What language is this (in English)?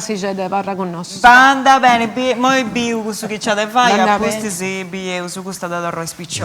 Sardinian